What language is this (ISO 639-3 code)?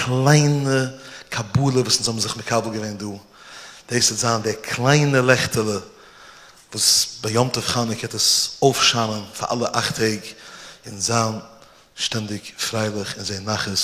yid